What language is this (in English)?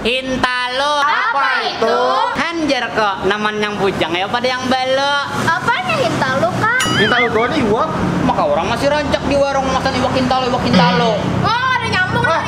Banjar